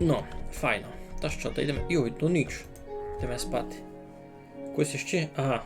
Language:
Rusyn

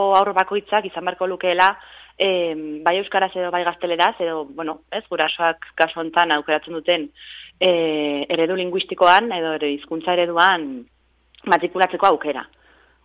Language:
Basque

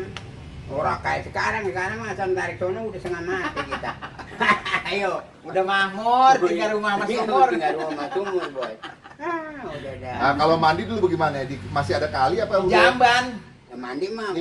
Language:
Betawi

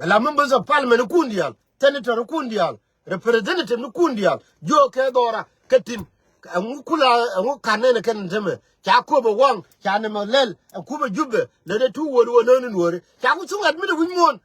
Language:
Nuer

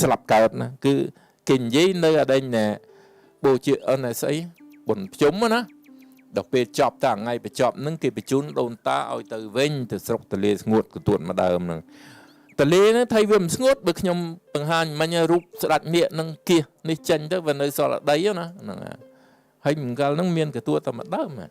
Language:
Khmer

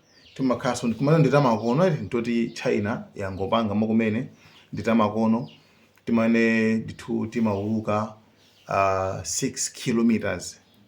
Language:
Nyanja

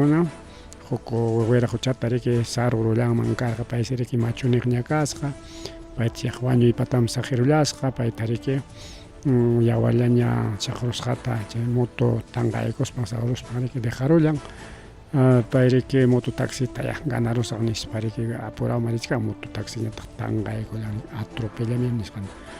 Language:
Ayacucho Quechua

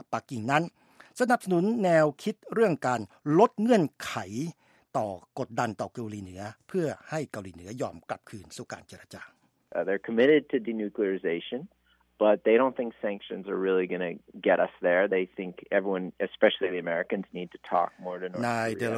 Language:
Thai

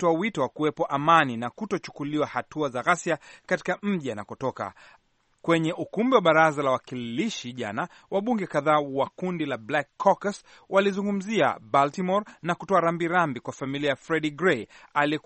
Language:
Swahili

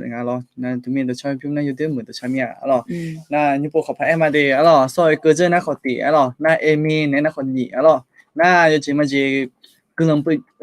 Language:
Akha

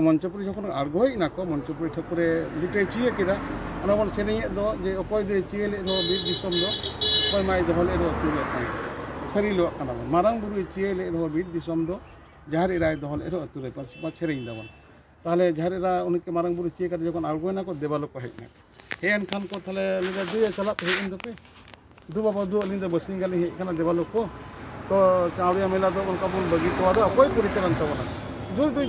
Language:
Santali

